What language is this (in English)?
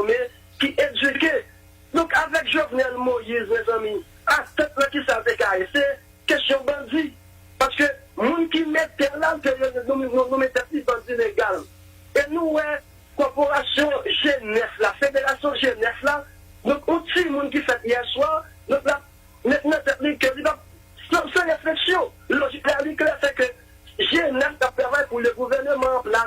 Haitian Creole